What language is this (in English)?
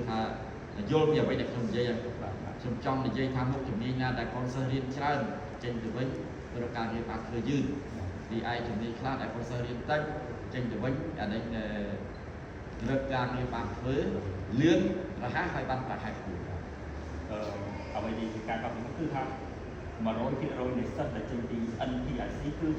Khmer